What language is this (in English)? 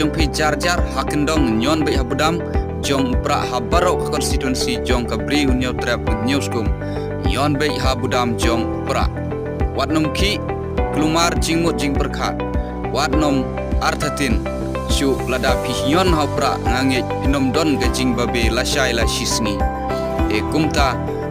Khasi